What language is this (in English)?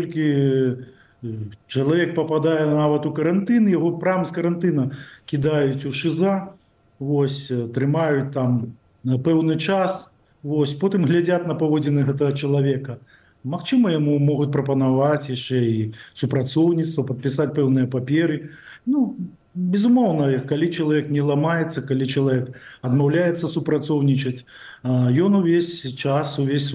Belarusian